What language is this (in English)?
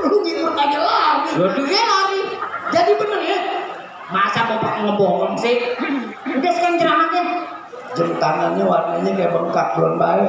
Betawi